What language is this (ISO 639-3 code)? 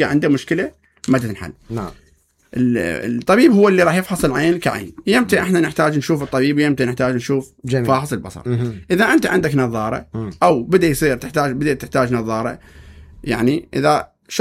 acm